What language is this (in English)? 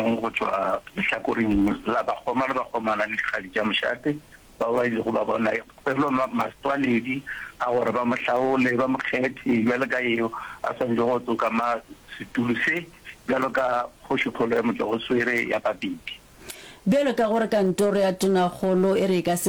Northern Sotho